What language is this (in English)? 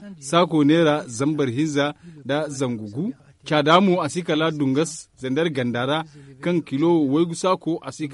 Zarma